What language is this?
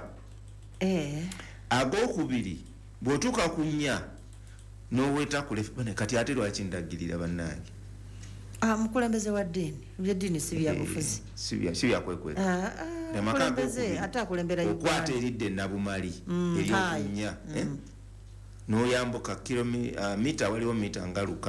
Ganda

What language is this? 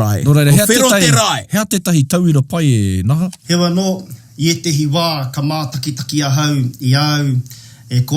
Māori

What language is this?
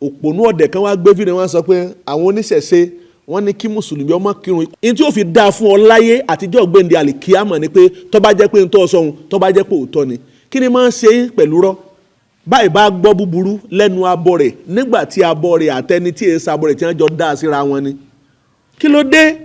Yoruba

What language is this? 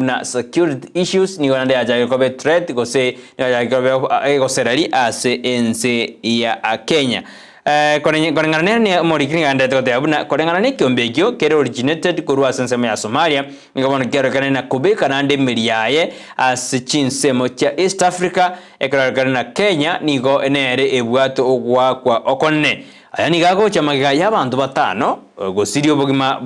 Gusii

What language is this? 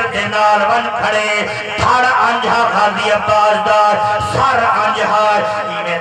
Saraiki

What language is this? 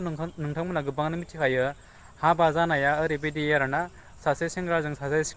Bodo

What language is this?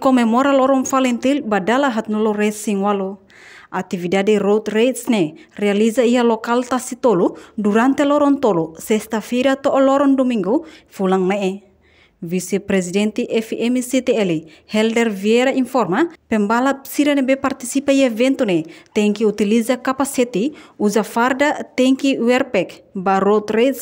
Tetum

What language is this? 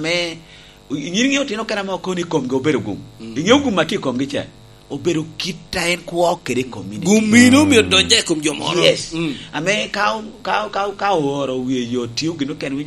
Lango (Uganda)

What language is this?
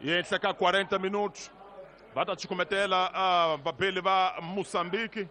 Tsonga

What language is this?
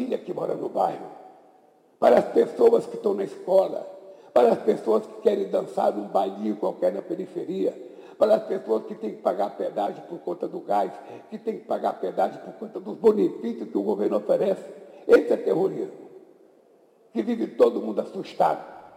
Portuguese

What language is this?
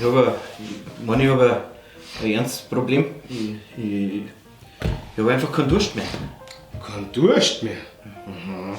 Bavarian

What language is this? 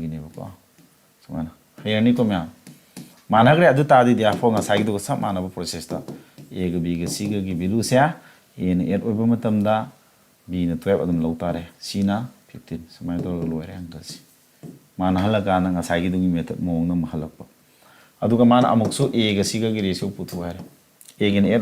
Manipuri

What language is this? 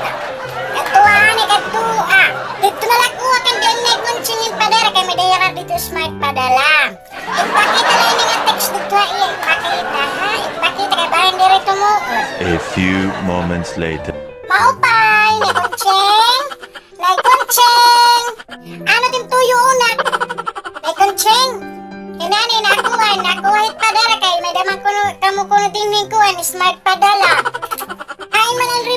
Waray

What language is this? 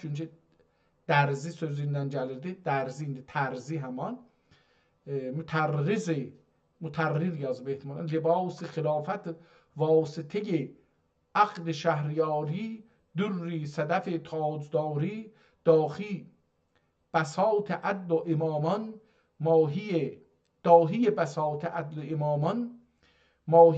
South Azerbaijani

